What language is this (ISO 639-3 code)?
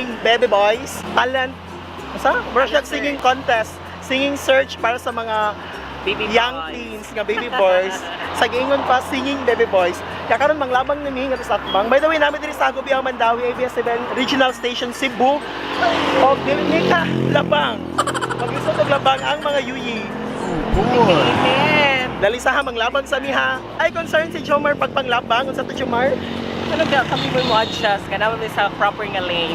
ceb